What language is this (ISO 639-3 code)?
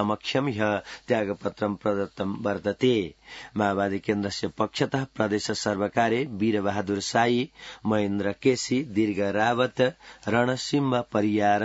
san